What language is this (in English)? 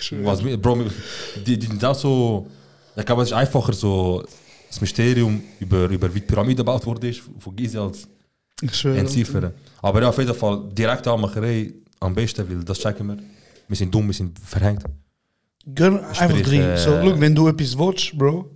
Swiss German